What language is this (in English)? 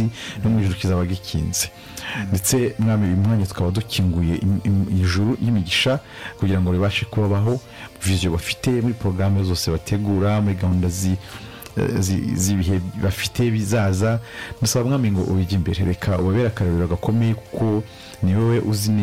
Kinyarwanda